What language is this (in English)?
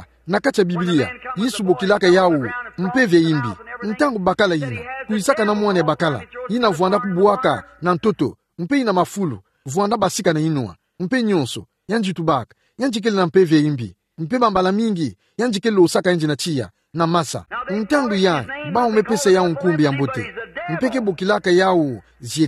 Kituba (Democratic Republic of Congo)